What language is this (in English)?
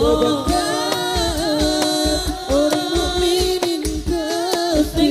Madurese